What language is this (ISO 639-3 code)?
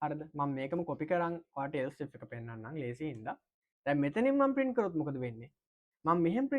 sin